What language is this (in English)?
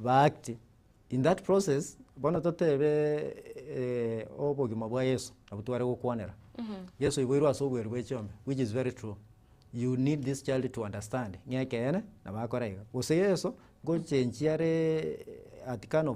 Gusii